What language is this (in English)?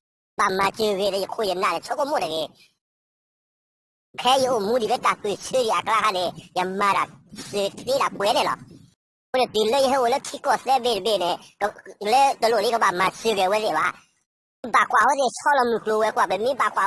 S'gaw Karen